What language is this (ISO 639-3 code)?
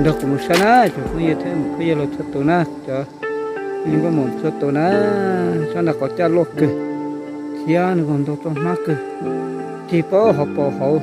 hmn